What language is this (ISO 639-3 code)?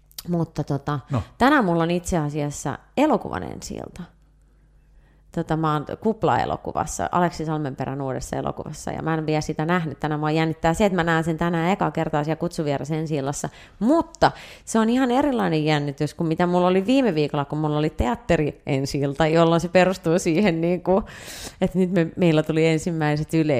fin